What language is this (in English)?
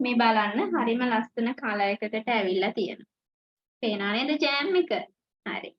Sinhala